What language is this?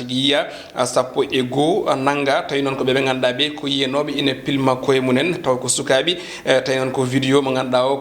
Fula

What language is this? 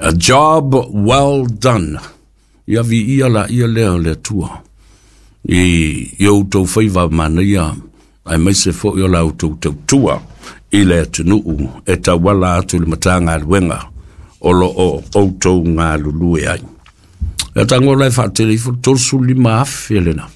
Samoan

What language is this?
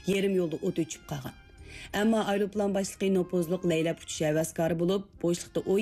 Uyghur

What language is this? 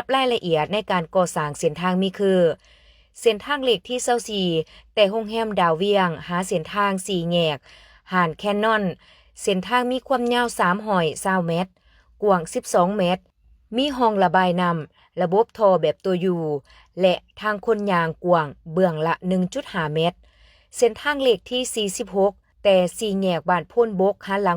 Lao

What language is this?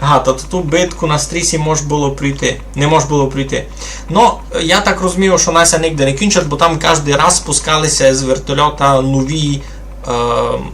Rusyn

